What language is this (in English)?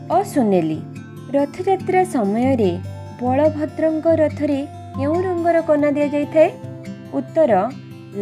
Odia